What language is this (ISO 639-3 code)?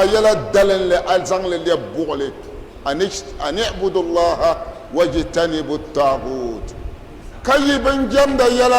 dag